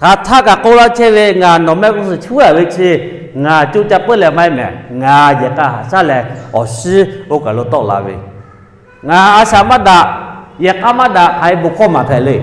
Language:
Lahu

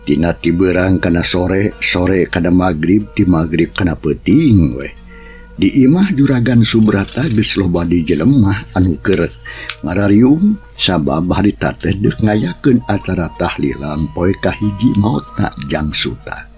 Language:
Sundanese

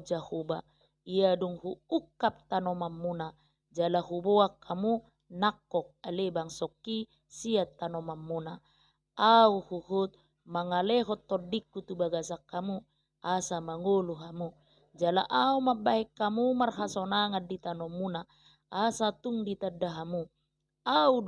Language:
Batak Toba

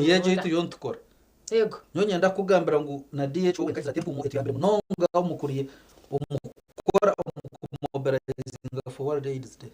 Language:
Nyankole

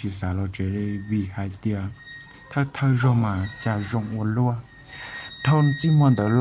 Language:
Hmong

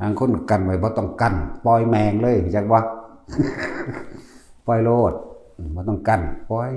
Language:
Northeastern Thai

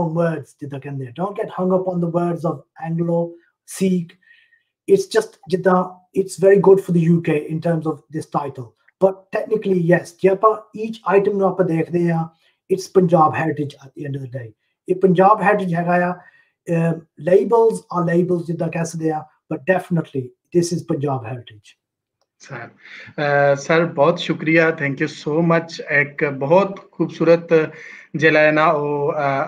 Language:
Punjabi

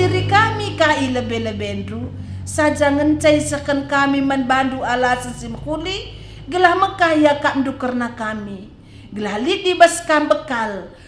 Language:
Batak Karo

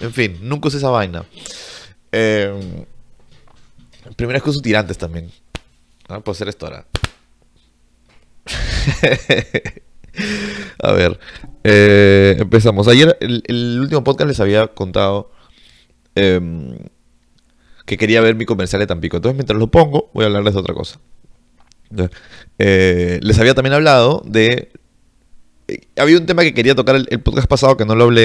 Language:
Spanish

